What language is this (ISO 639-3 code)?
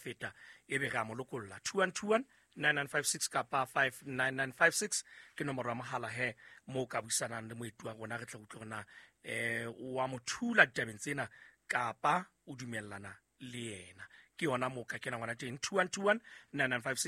sot